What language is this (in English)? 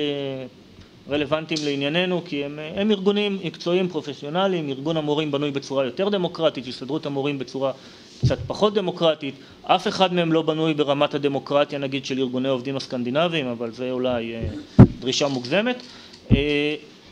Hebrew